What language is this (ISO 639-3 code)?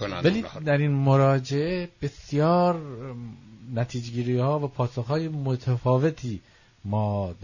fas